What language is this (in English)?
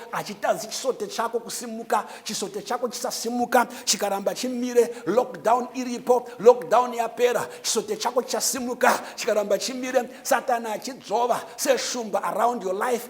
Shona